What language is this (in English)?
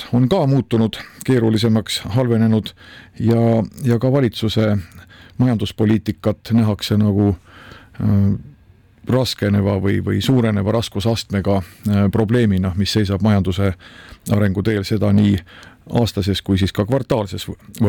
Estonian